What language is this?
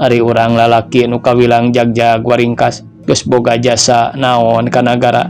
Sundanese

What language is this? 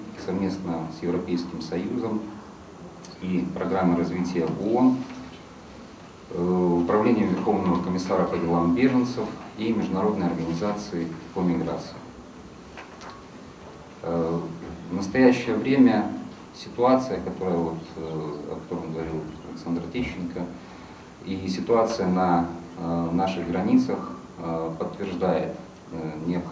Russian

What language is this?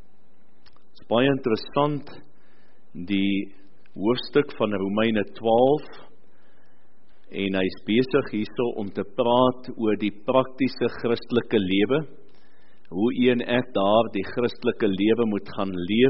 Afrikaans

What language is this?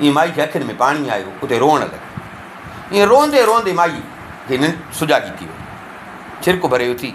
Sindhi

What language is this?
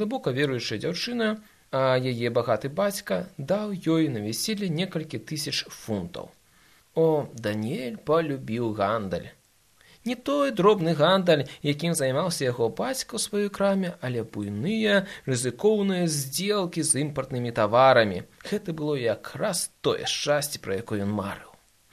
Belarusian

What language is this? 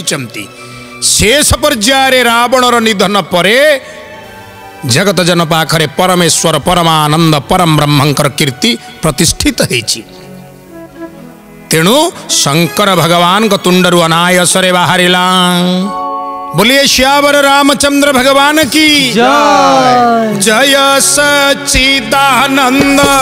Odia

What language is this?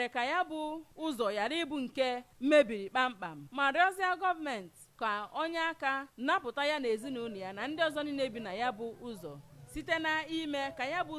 Igbo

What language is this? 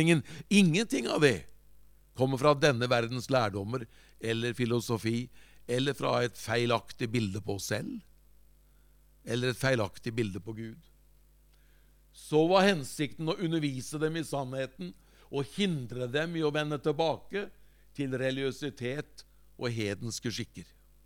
Norwegian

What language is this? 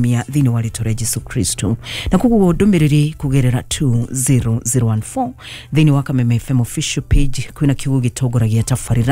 Kikuyu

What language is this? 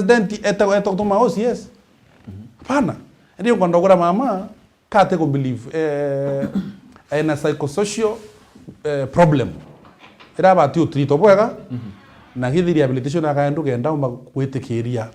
Meru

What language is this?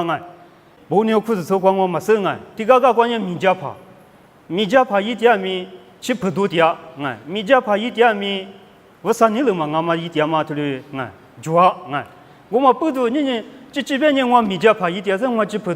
Lisu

